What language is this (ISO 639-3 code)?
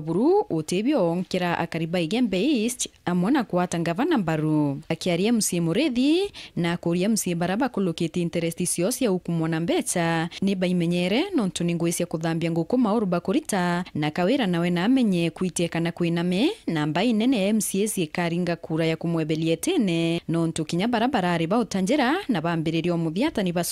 mer